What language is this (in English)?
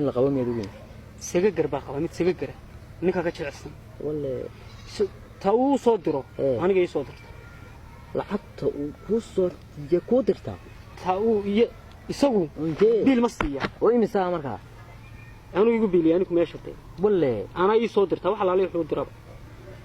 Somali